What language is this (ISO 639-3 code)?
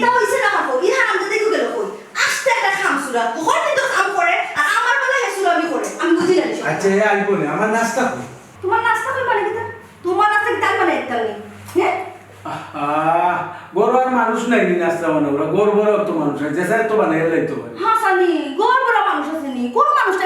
syl